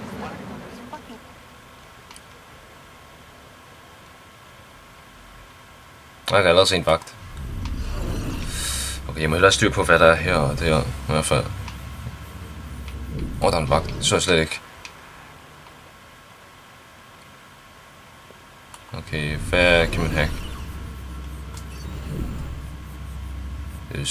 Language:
Danish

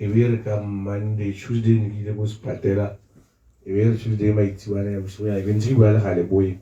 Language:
Tswana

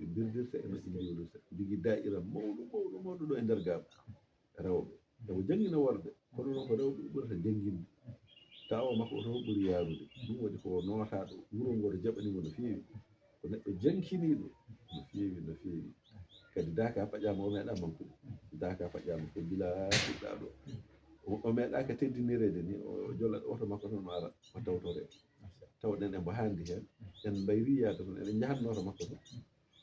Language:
Fula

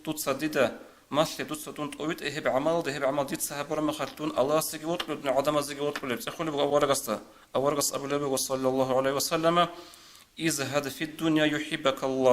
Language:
Avaric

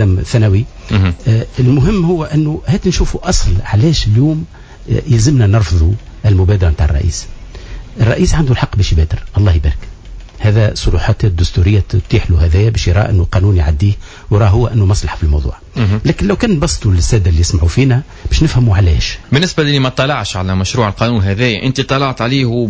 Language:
Tunisian Arabic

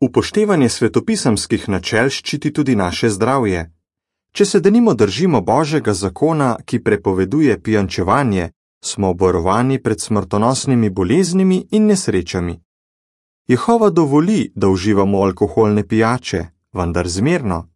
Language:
Slovenian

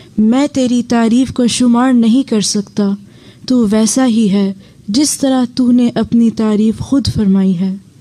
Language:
Urdu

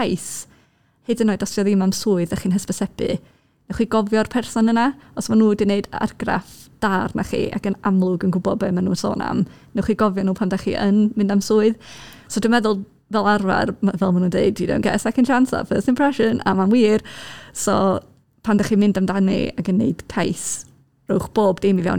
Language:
Welsh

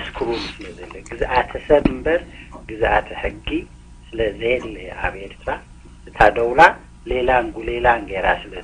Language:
Tigrinya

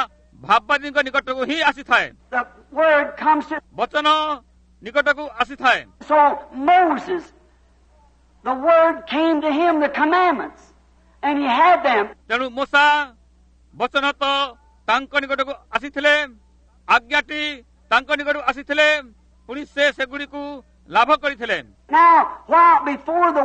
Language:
Odia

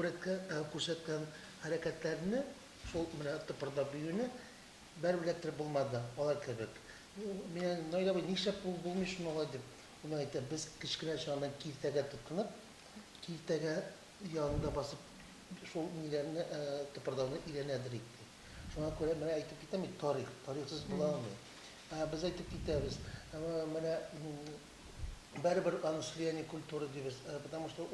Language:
Tatar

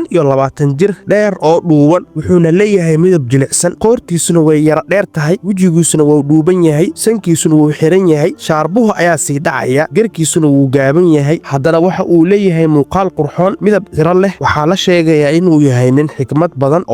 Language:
Somali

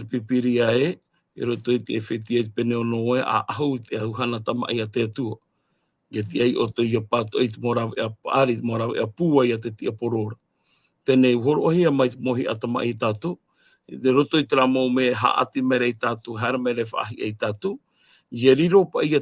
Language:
Tahitian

